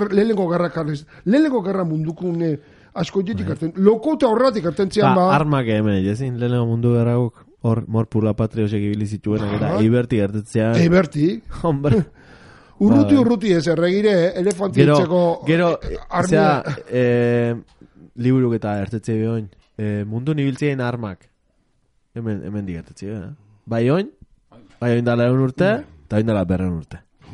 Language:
Basque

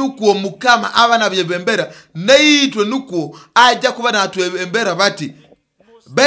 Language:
Nyoro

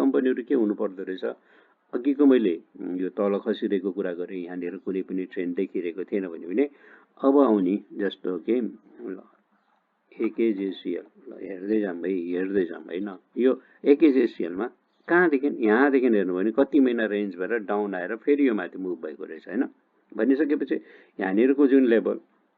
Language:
Nepali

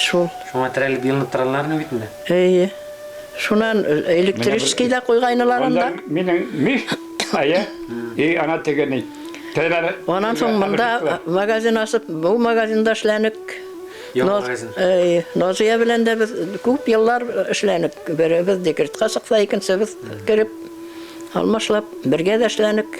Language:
Bashkir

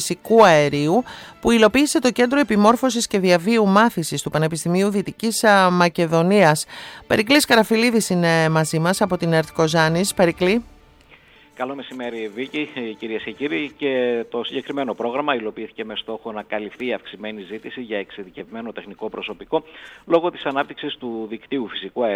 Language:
Greek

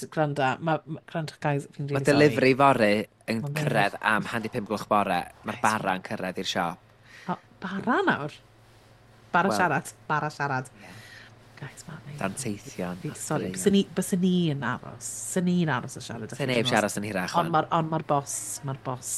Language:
Welsh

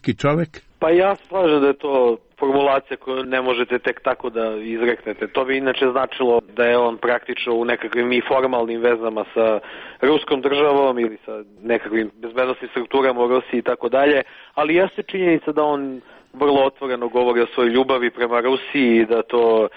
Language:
Serbian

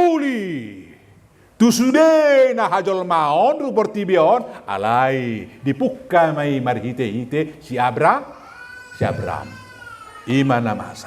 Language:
Batak Toba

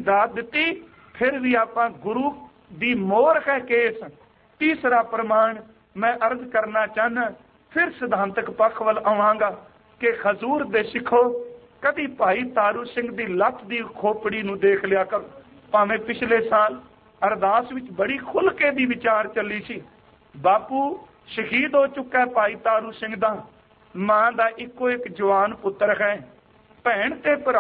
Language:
Punjabi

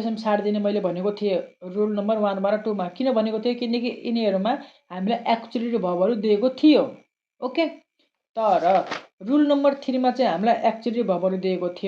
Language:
Nepali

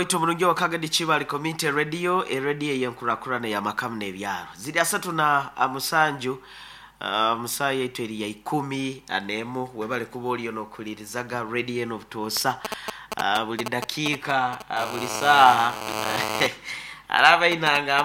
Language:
Nyoro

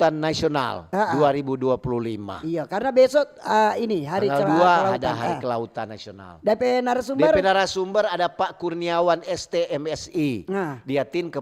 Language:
Manado Malay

